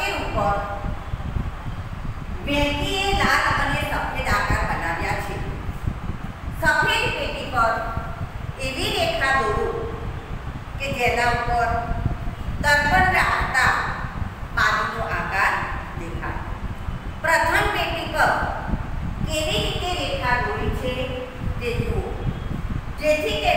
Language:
Gujarati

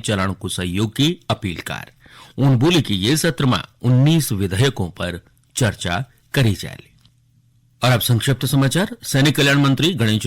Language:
Garhwali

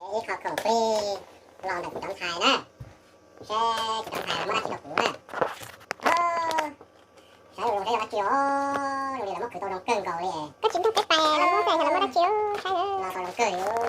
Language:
Hmong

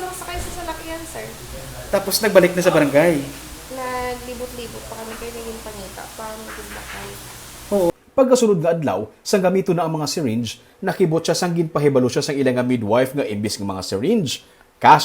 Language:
Hiligaynon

